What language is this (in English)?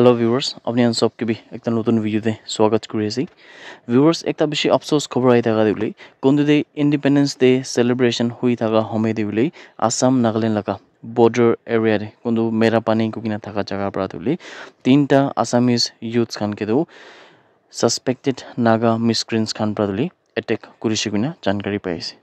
Naga Pidgin